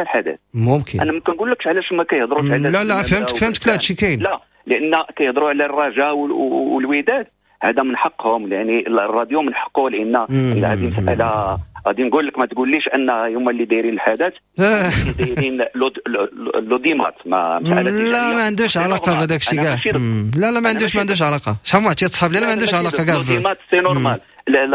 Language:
Moroccan Arabic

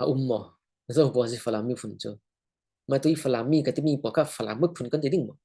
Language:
Falam Chin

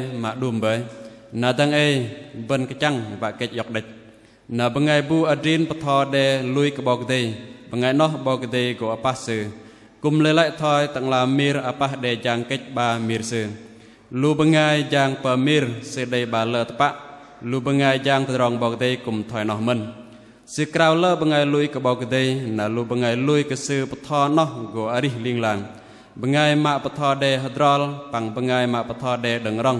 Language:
Bahnar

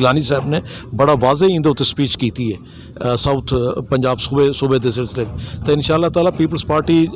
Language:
Saraiki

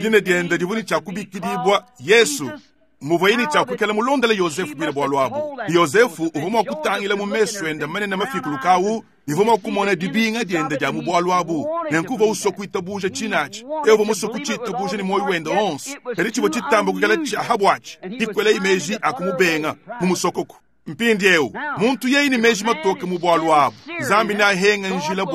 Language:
Luba-Lulua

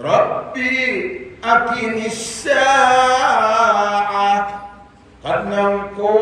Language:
Maranao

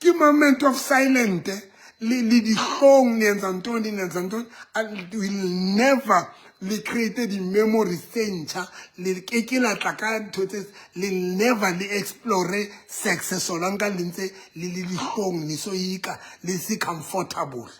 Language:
Southern Sotho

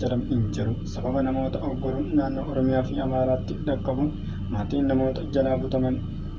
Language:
Oromo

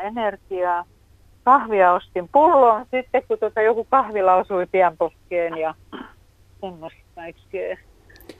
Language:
Finnish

